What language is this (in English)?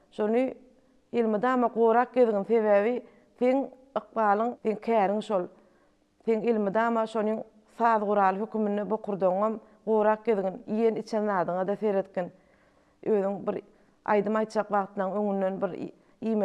Turkmen